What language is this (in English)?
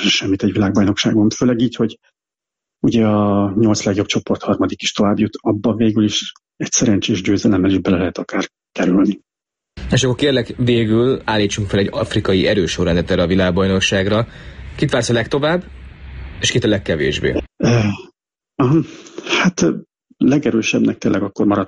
Hungarian